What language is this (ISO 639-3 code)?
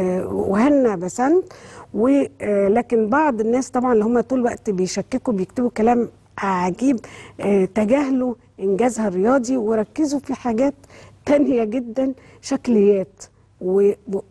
arz